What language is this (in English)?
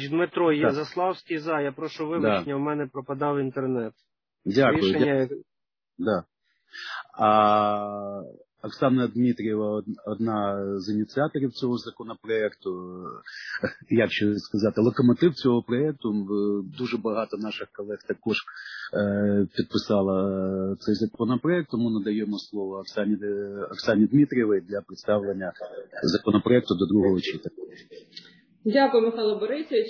Ukrainian